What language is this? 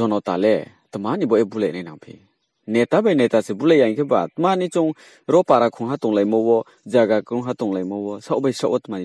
Riang (India)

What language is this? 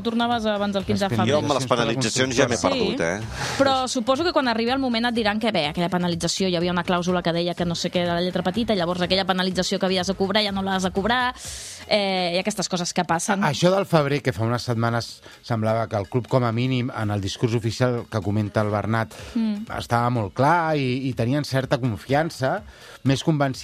Catalan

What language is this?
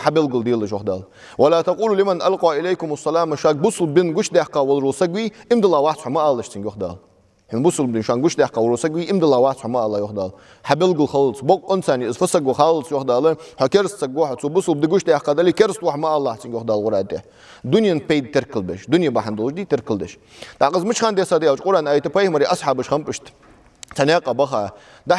Ingush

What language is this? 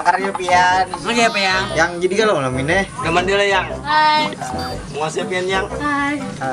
Banjar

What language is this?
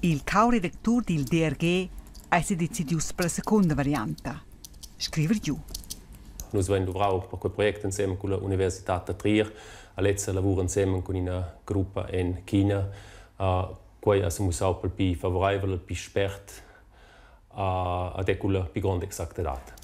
Romansh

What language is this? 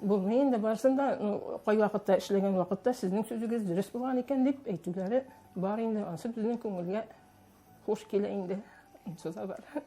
Tatar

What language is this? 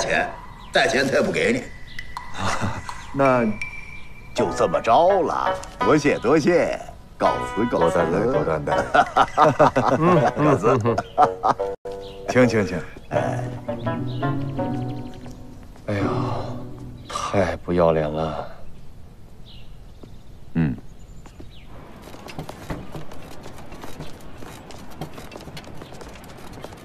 Chinese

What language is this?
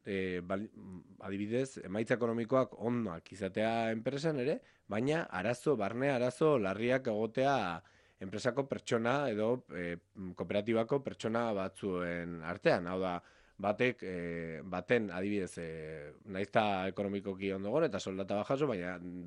Basque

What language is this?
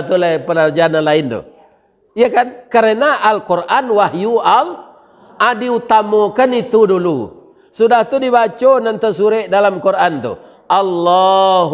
Minangkabau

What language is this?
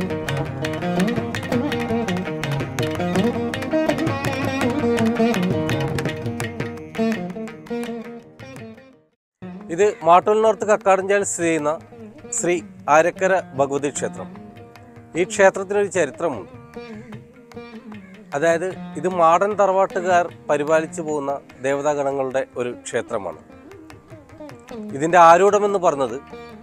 Malayalam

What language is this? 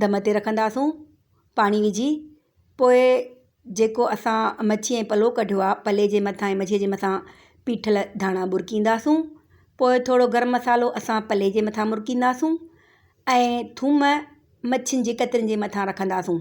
Sindhi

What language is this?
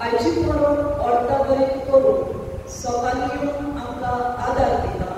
Konkani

